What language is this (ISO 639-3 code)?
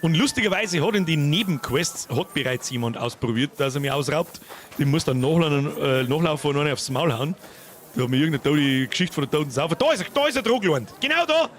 bar